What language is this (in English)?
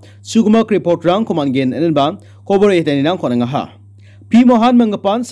Garo